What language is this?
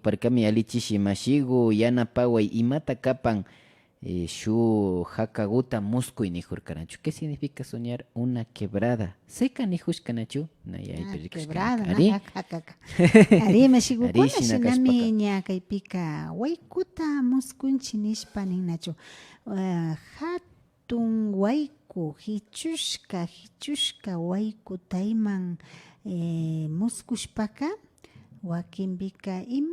Imbabura Highland Quichua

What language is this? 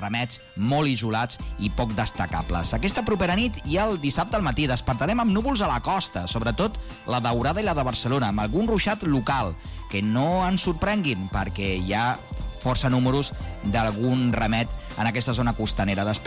Catalan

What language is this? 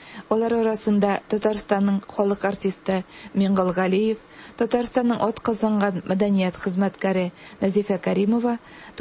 Tatar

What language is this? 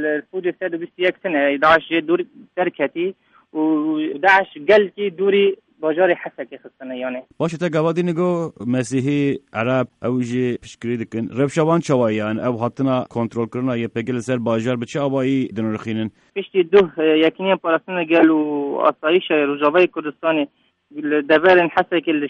Kurdish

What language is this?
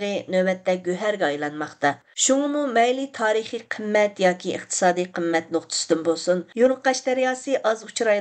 Uyghur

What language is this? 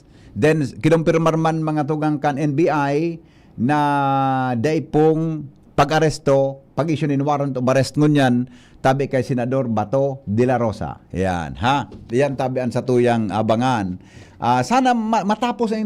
Bikol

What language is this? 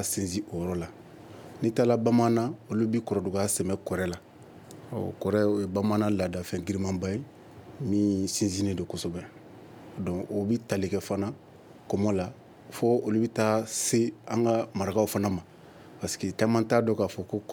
Bambara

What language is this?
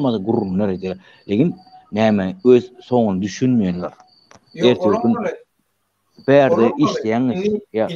Turkmen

